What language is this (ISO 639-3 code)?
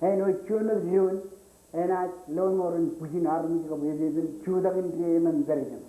mah